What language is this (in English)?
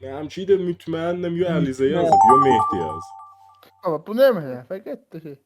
South Azerbaijani